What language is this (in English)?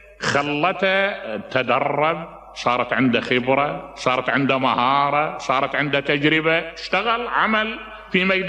Mesopotamian Arabic